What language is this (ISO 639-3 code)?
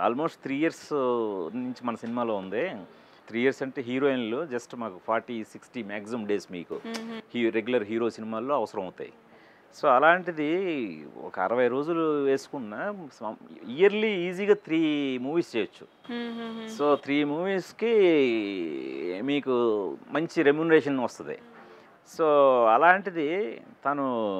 tel